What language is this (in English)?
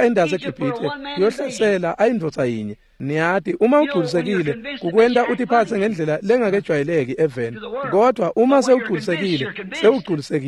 Swati